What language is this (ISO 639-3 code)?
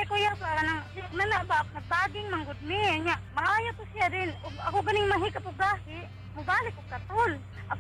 ceb